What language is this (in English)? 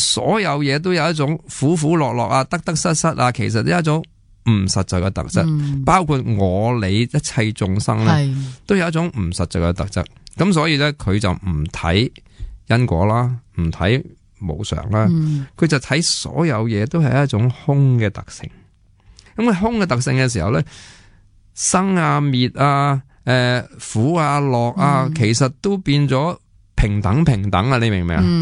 Cantonese